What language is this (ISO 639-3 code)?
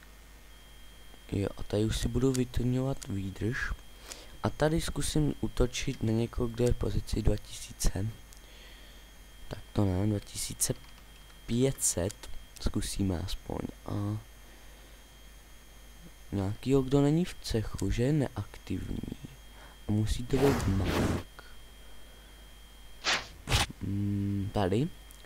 ces